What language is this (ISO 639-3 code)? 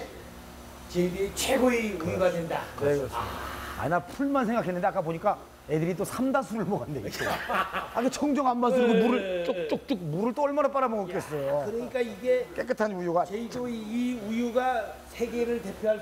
kor